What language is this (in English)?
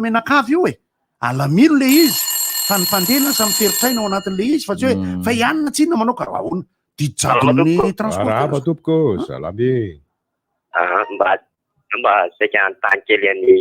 Malagasy